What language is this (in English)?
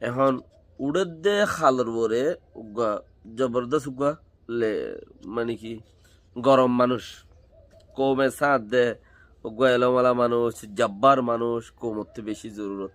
Rohingya